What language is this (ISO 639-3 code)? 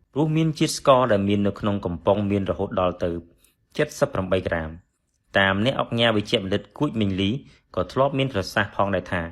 khm